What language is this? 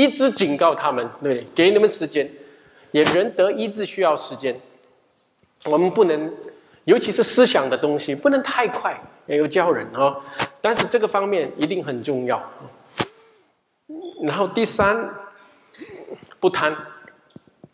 Chinese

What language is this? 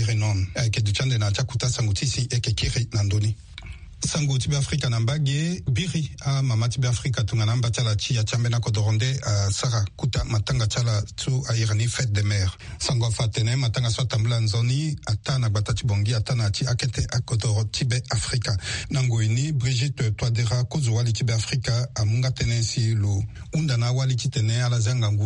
Sango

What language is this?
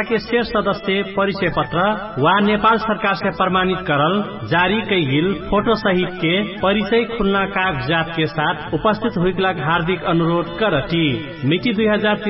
Bhojpuri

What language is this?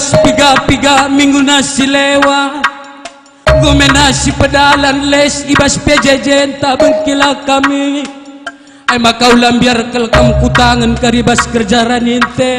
Batak Karo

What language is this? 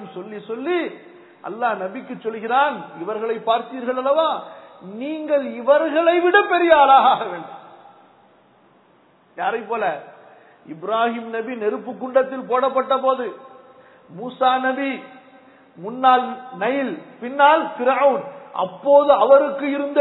Tamil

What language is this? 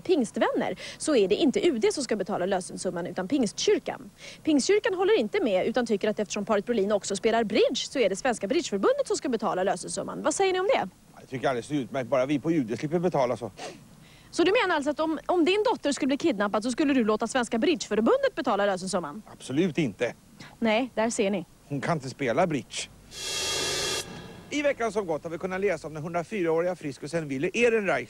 Swedish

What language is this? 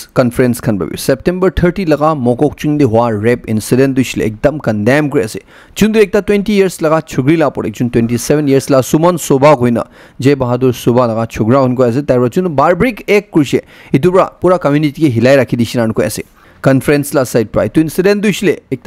Naga Pidgin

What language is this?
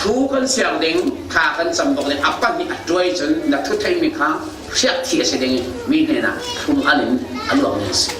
Falam Chin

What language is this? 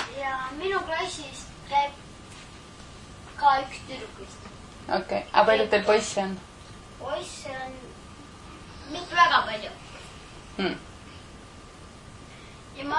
Estonian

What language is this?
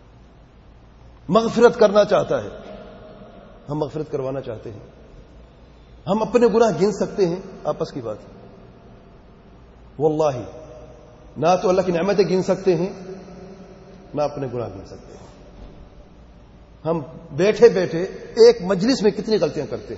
Urdu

